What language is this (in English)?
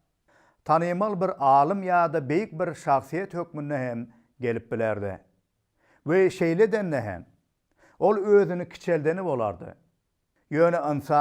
Turkmen